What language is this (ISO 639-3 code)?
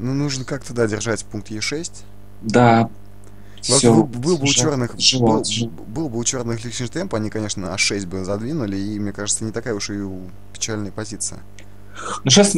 rus